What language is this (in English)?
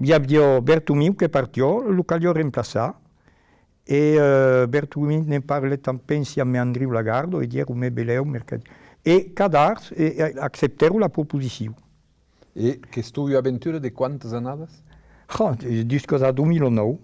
Occitan